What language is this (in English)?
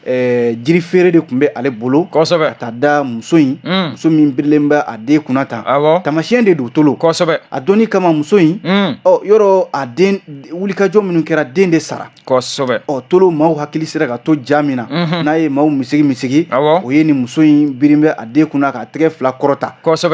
Bambara